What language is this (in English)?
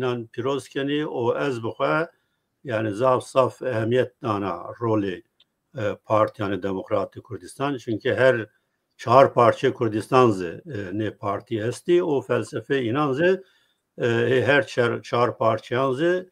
Zaza